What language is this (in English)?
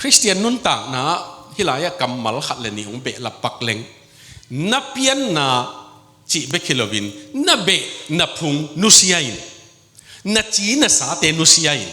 Tedim Chin